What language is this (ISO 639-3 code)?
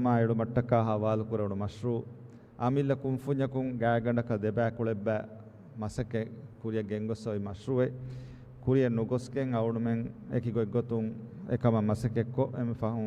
div